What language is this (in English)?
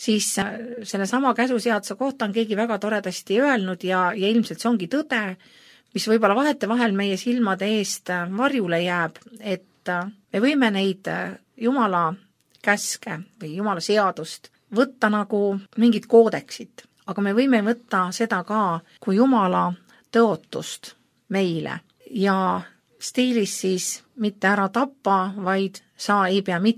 Estonian